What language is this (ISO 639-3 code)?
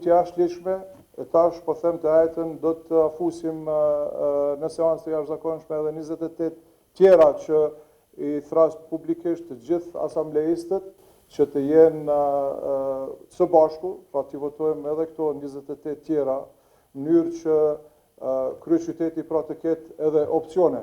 sqi